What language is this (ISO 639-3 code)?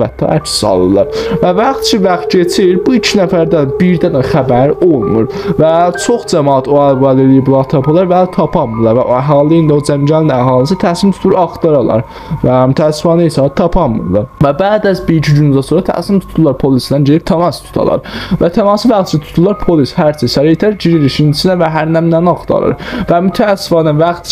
azb